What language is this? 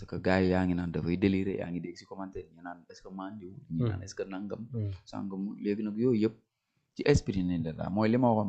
Wolof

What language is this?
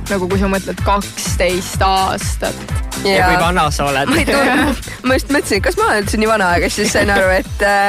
Estonian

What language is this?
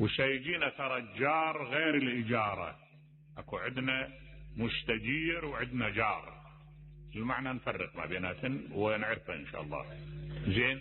Mesopotamian Arabic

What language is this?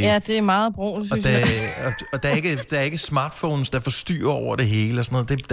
Danish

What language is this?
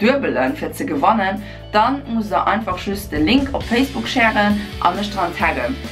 Luxembourgish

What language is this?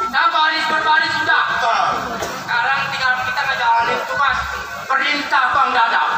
Betawi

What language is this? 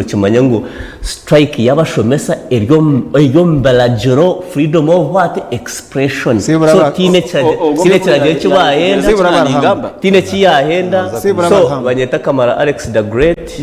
Nyankole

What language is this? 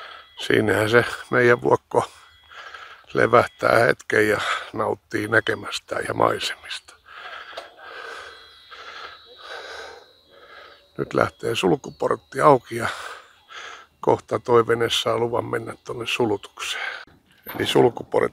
Finnish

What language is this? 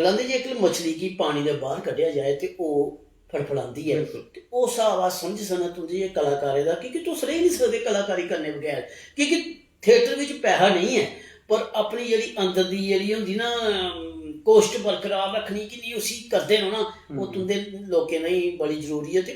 Dogri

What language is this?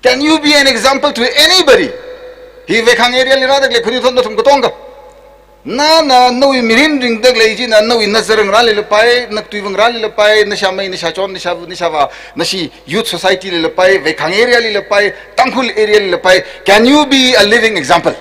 Tangkhul Naga (India)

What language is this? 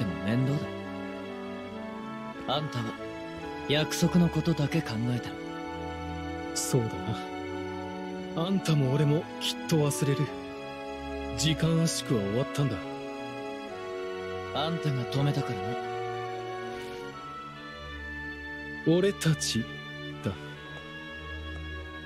Japanese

